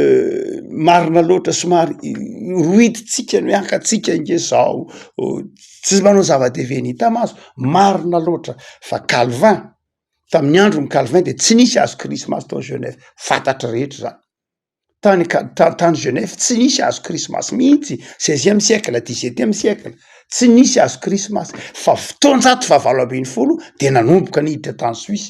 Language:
Malagasy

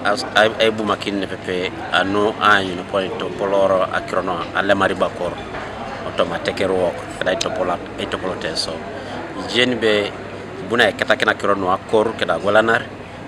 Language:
Teso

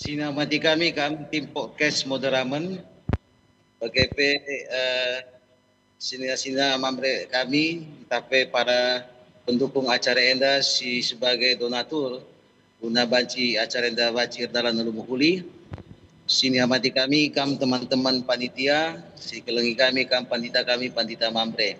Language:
Batak Karo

